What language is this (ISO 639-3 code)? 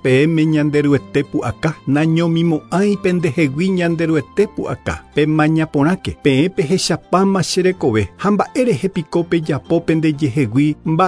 grn